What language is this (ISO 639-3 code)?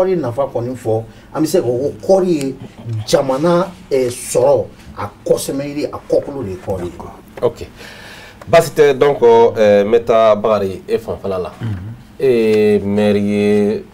bam